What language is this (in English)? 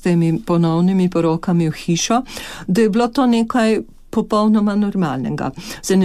Slovenian